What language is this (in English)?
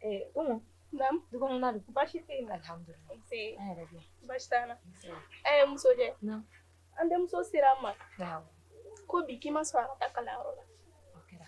Bambara